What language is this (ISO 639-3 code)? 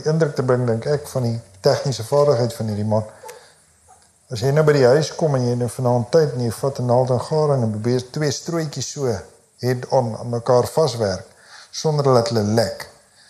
afr